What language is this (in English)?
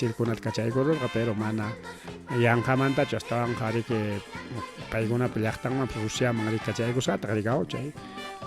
Ayacucho Quechua